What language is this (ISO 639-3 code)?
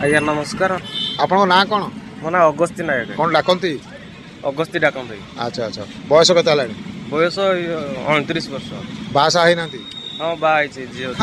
ori